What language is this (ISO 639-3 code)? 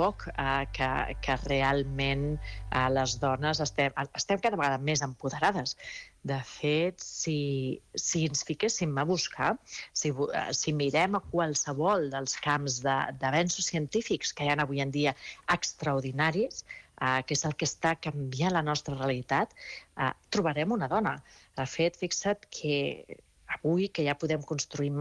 cat